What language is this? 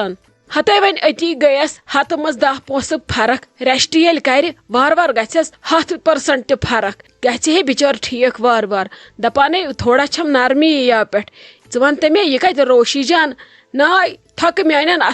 Kashmiri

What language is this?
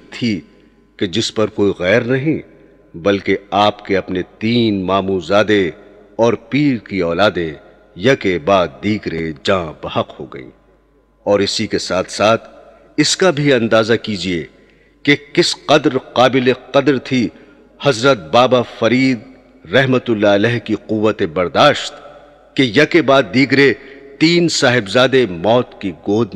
Urdu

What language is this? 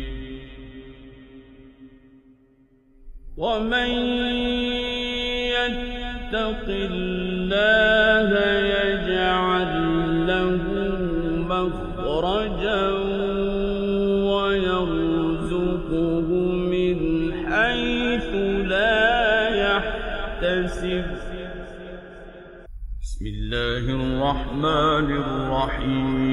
Arabic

